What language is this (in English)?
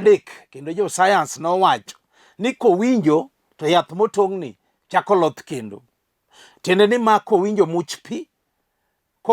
Luo (Kenya and Tanzania)